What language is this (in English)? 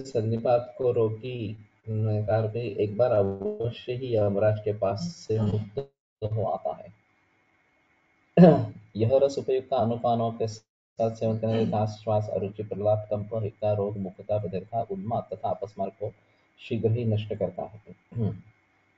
Hindi